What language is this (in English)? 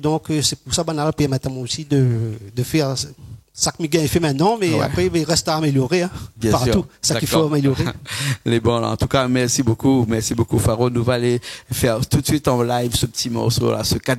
Réunion Creole French